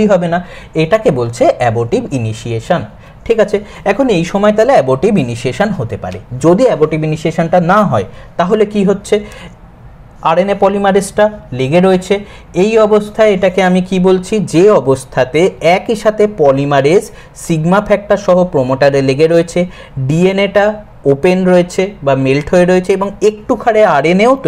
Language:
Bangla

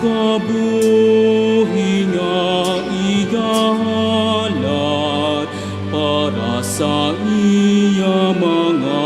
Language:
Hiligaynon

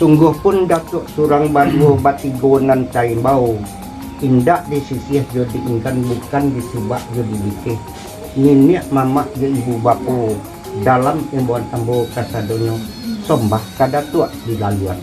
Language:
Minangkabau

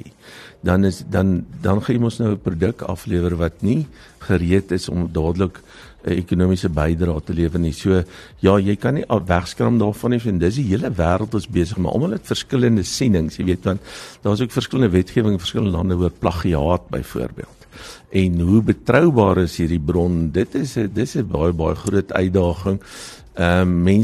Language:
Afrikaans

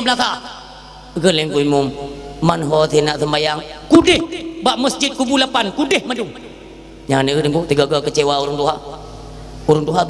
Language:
Achinese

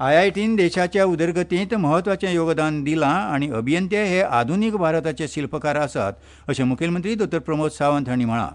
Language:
Konkani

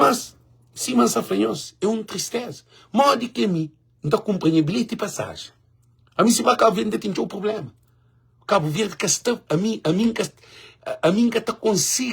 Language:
Kabuverdianu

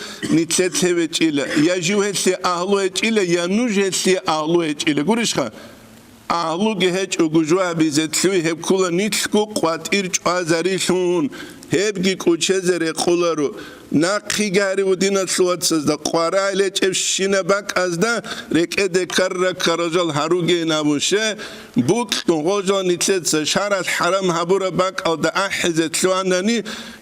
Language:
Avaric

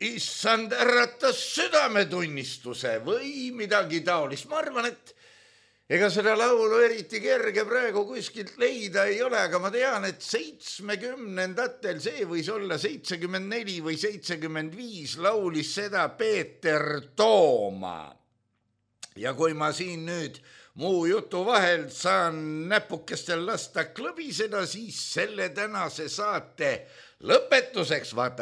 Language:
Estonian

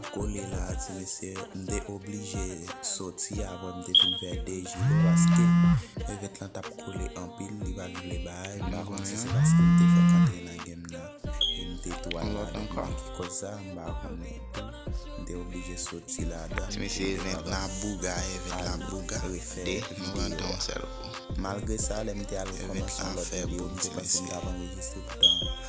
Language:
Haitian Creole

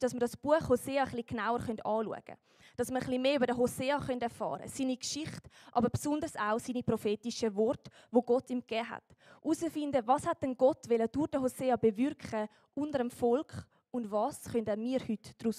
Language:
Swiss German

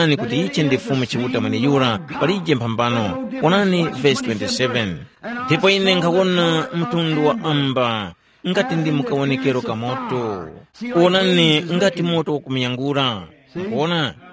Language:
Tumbuka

